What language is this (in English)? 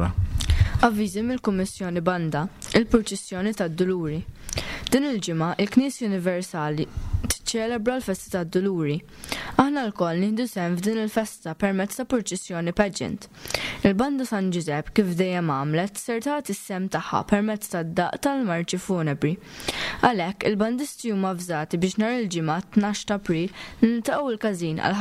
Maltese